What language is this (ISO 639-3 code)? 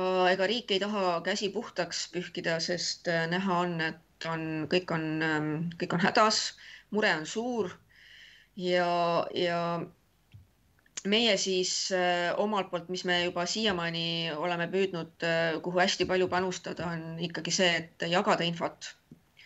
est